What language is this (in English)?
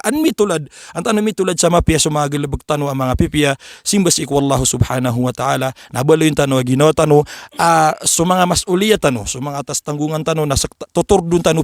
Maranao